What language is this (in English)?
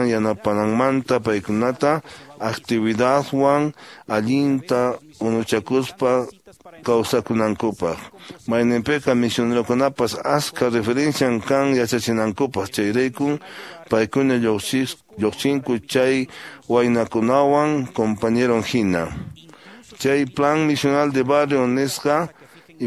Quechua